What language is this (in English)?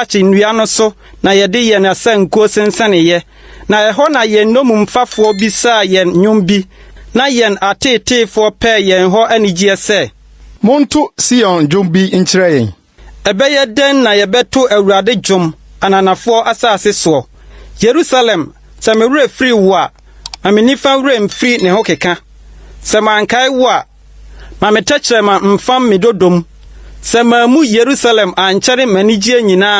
Akan